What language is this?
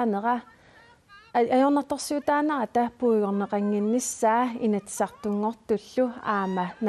Kalaallisut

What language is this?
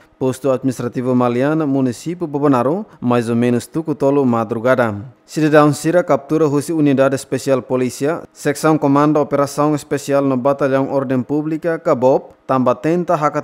Tetum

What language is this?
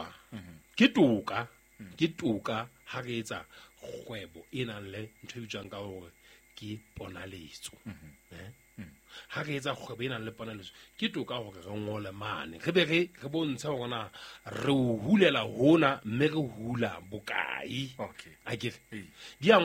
Southern Sotho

